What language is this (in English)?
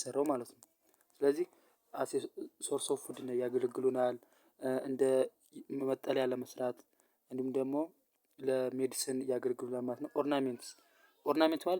Amharic